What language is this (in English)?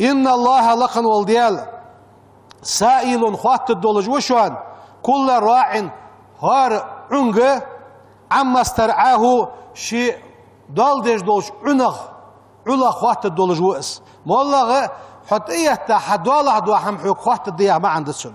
Ingush